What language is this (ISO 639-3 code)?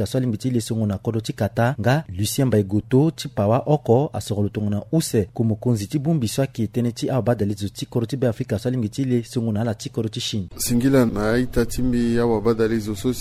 sag